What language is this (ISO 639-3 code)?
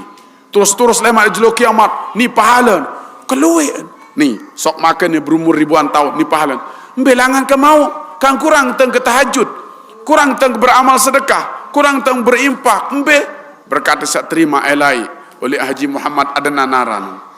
sas